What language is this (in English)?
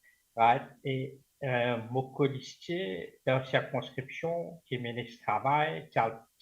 Morisyen